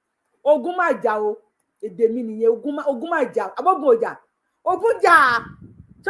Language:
Yoruba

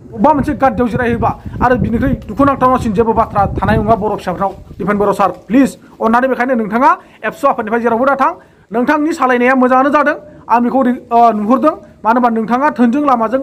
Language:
Bodo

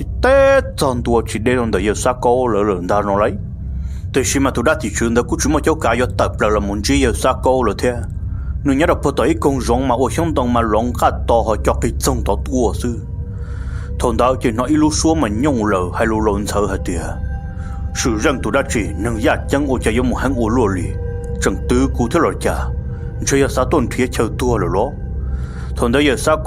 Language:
Hmong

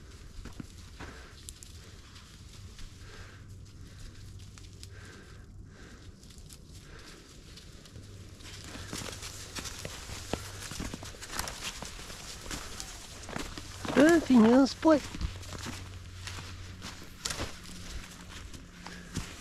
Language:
Norwegian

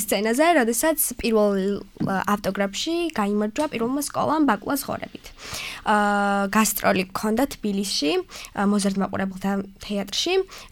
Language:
Georgian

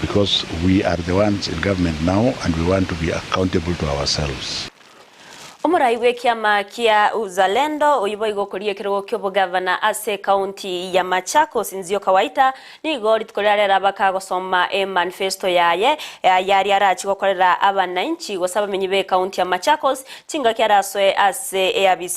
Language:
Gusii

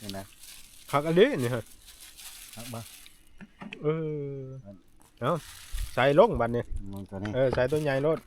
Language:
Northeastern Thai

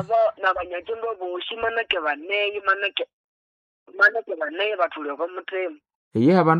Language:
Nande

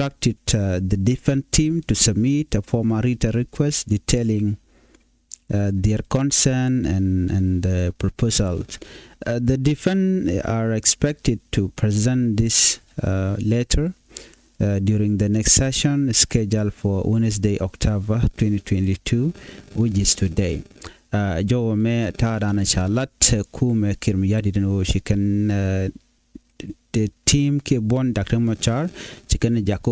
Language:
Nuer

